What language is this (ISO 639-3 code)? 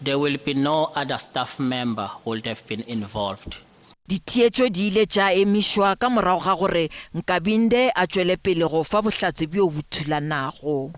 nso